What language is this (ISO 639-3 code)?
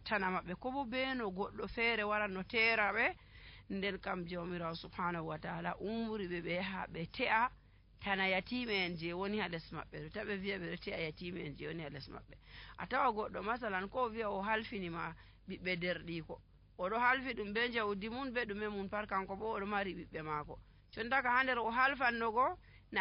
fuv